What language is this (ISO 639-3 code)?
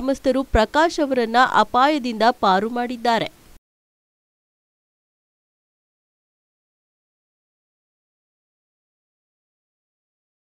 kan